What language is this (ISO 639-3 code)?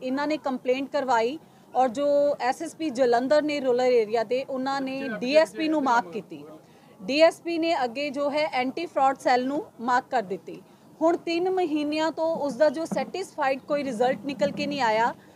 pan